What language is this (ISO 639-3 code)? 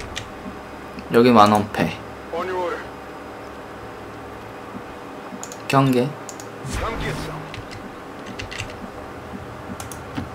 kor